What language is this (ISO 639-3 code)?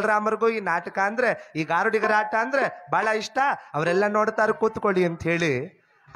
kan